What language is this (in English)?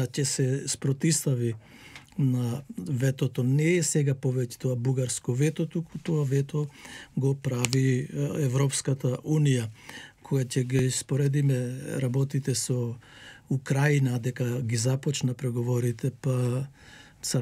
Macedonian